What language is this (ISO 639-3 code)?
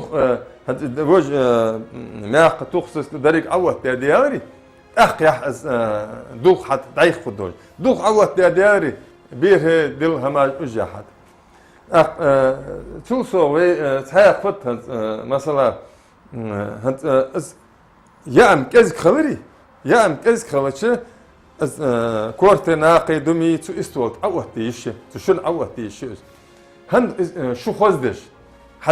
inh